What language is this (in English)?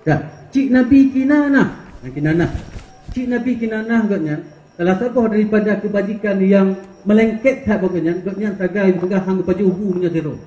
Achinese